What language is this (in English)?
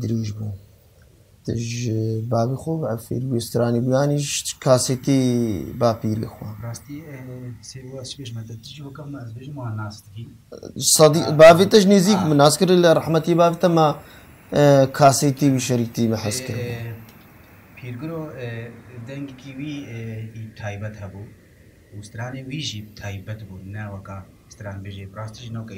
Kurdish